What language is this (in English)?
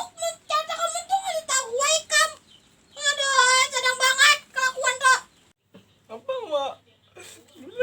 Banjar